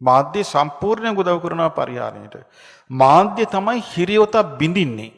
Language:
Sinhala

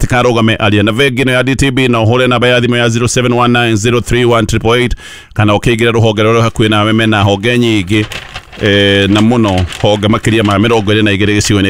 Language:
Kikuyu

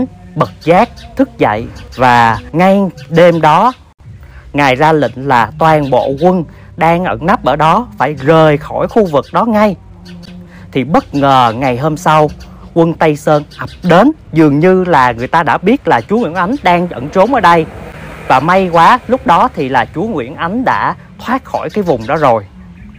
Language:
Vietnamese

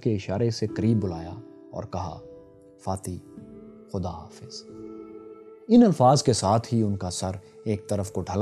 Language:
Urdu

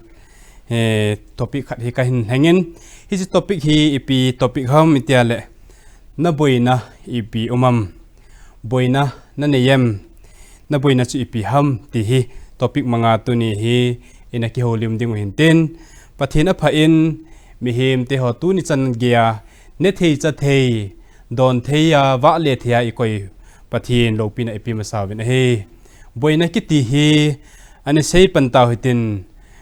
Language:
Thado Chin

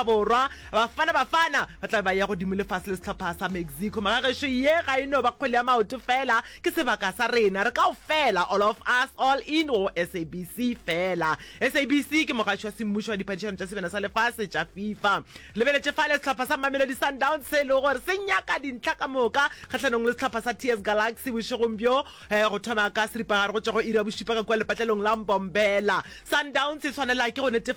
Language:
Northern Sotho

